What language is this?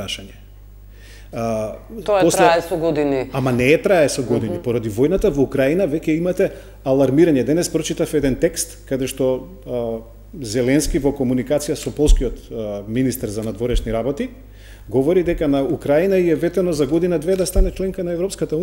Macedonian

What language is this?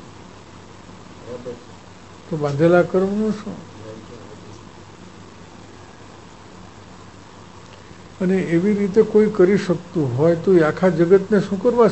Gujarati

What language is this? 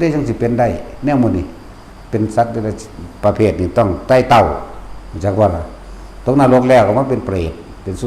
Northeastern Thai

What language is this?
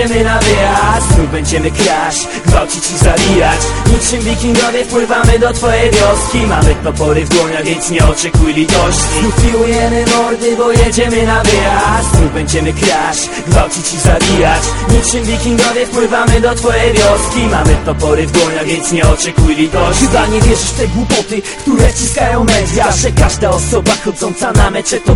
Polish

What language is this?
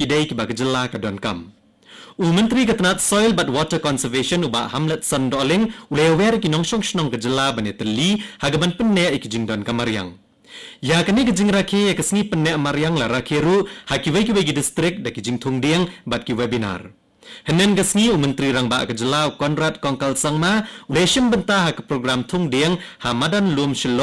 Khasi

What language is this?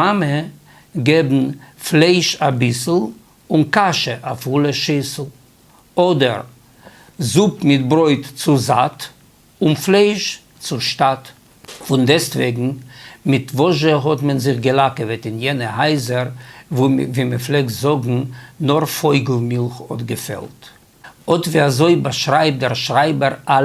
Yiddish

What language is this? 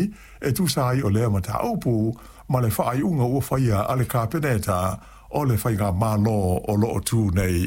Samoan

